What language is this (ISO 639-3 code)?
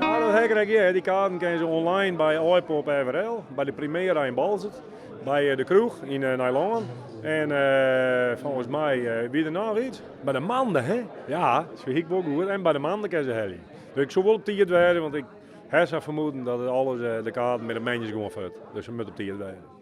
fry